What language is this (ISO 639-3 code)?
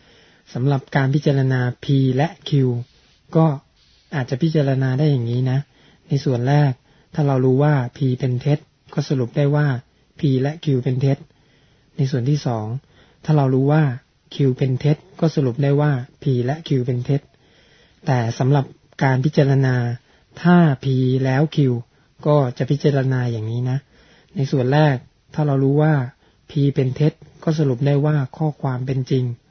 tha